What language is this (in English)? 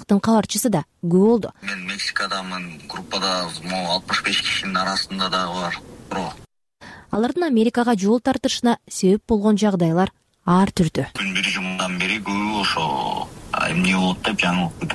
Kyrgyz